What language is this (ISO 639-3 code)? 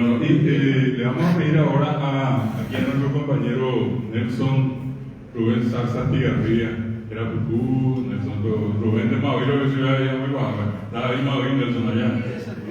grn